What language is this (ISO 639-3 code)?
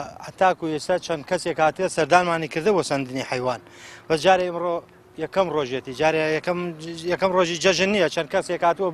ckb